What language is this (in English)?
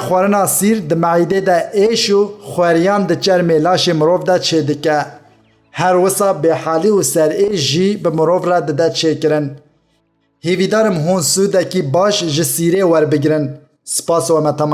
Kurdish